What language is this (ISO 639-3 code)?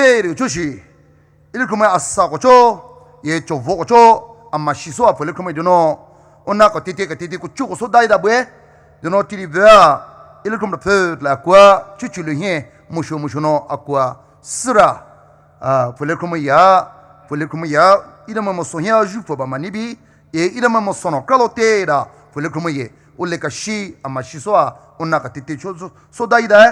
pmx